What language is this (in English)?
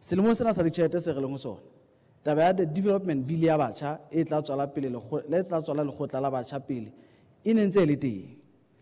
Southern Sotho